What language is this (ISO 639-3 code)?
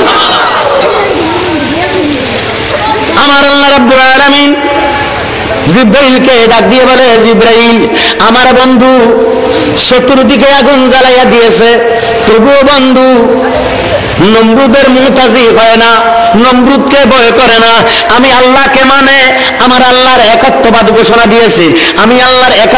ben